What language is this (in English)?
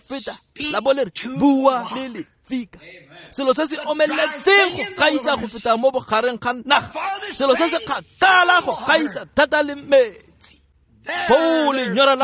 Tswana